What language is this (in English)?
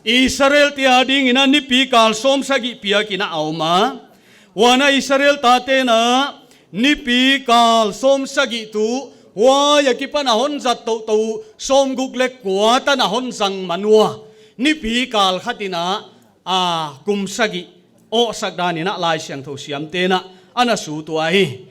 Paite Chin